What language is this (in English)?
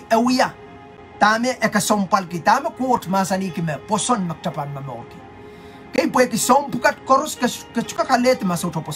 Pohnpeian